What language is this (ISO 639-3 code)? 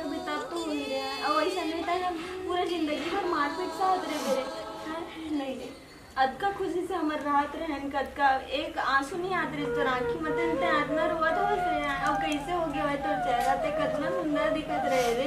hne